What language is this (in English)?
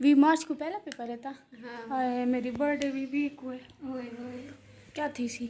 Saraiki